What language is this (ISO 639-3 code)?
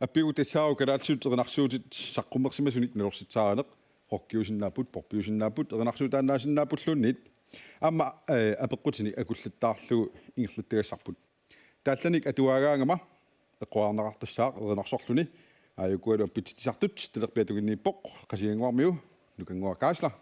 kal